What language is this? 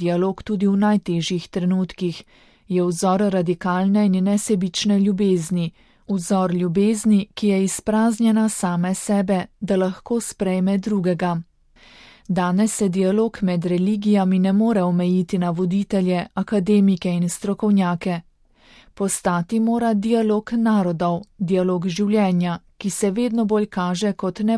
Slovenian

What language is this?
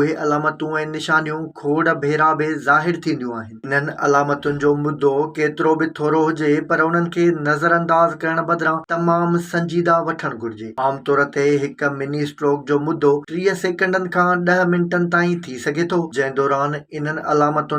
Sindhi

